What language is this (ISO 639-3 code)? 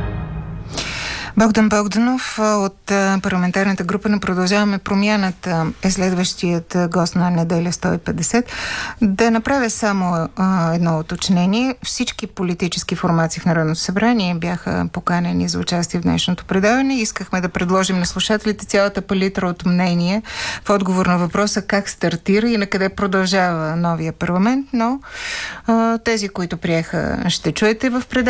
bul